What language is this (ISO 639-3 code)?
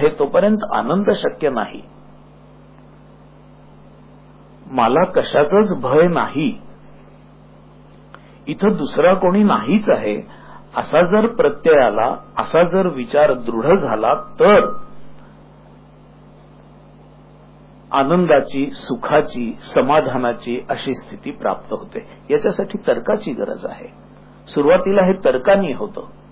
mar